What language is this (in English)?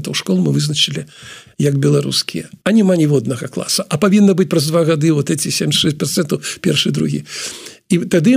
Belarusian